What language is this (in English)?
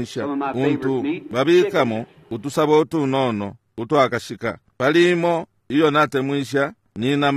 Bemba